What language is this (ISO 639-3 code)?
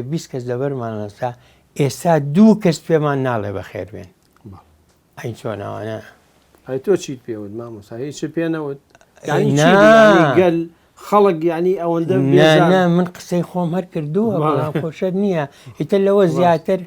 ckb